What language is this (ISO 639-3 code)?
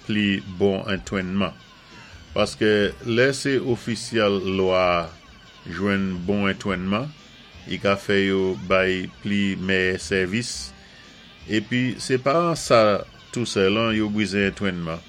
acf